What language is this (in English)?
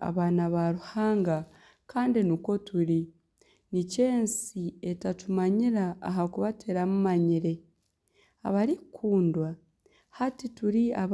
Nyankole